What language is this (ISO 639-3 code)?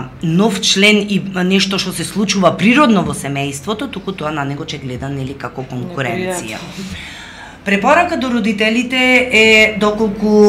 mkd